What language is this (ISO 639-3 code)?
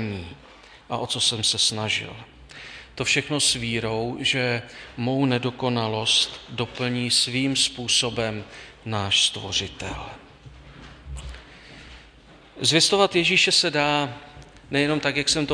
ces